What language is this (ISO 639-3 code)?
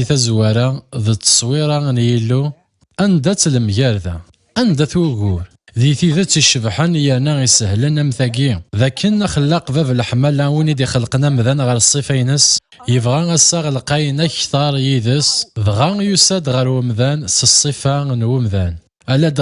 kab